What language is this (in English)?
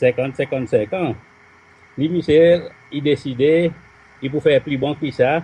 Seselwa Creole French